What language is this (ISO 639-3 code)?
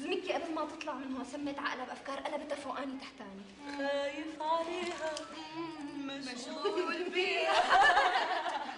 apc